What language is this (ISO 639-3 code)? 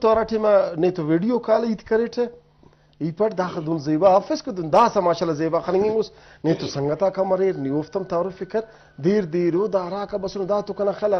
brh